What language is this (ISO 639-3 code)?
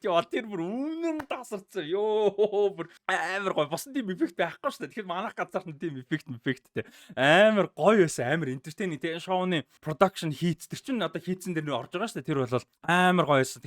mon